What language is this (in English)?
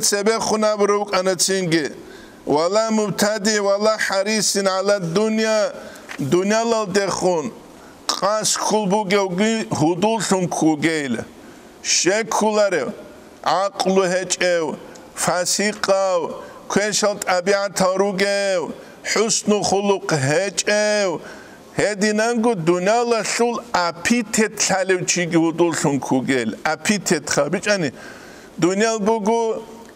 Avaric